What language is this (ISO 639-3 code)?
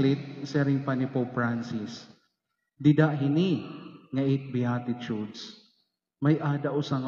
war